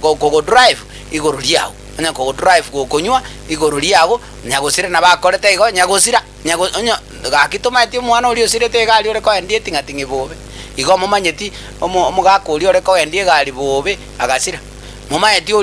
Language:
Gusii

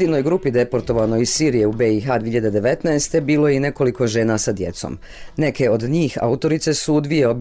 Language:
Bosnian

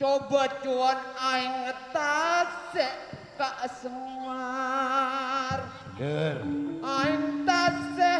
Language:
Madurese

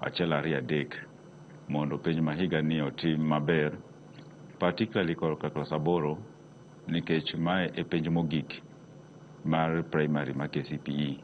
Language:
Luo (Kenya and Tanzania)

